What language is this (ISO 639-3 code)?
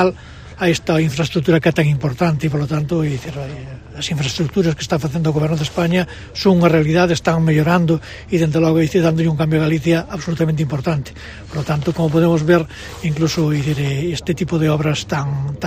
glg